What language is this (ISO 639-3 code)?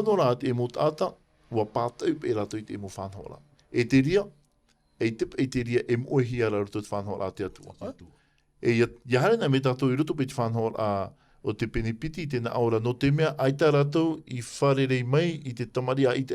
tah